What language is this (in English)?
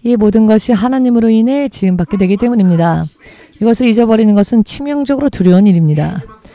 Korean